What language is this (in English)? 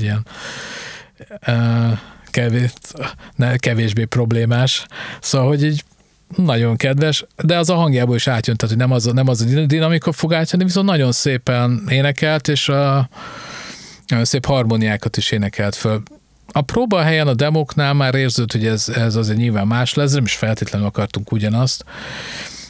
Hungarian